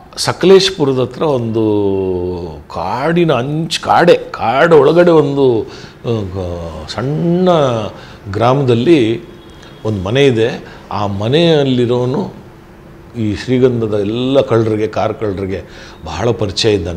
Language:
Kannada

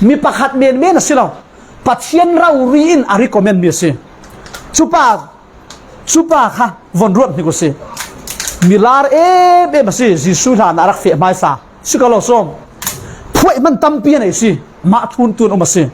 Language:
Falam Chin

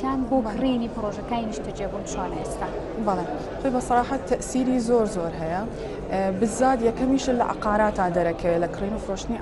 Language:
Central Kurdish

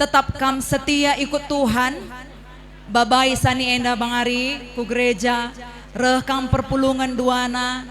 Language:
Batak Karo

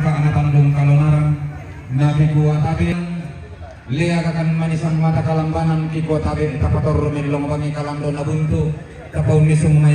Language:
Toraja-Sa'dan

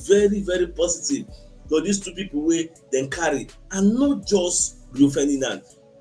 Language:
Nigerian Pidgin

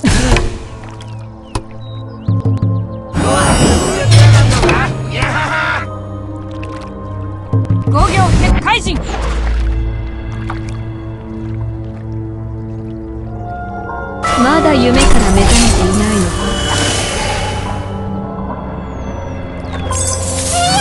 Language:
Japanese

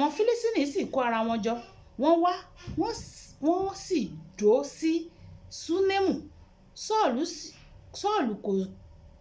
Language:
Yoruba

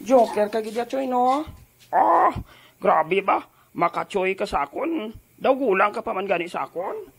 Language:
Hiligaynon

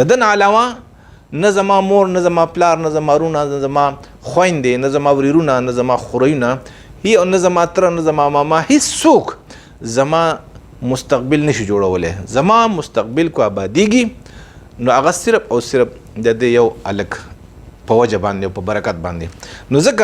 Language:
Pashto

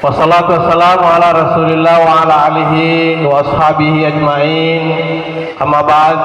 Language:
Buginese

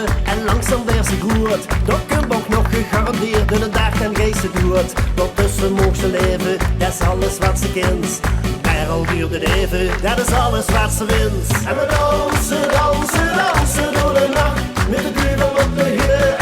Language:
Limburgish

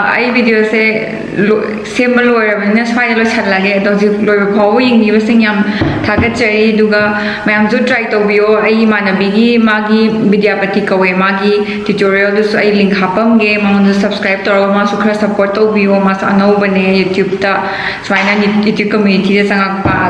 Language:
Manipuri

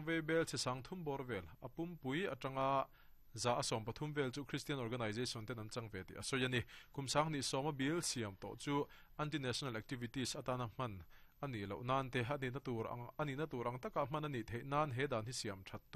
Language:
Mizo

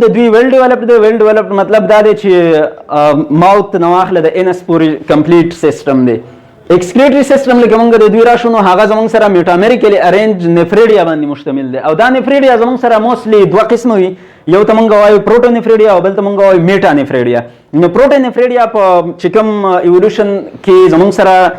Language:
Pashto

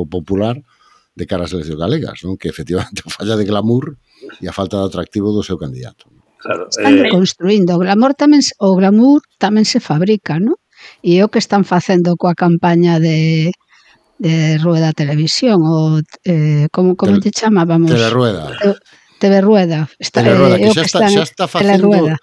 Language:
Galician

